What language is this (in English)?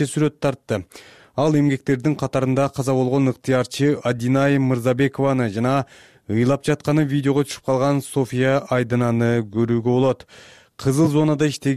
Kyrgyz